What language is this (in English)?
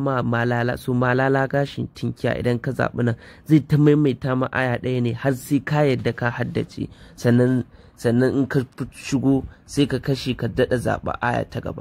Hausa